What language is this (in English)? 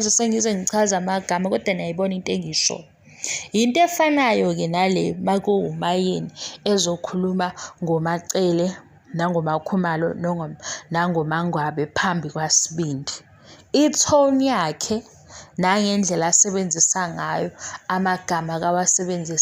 Zulu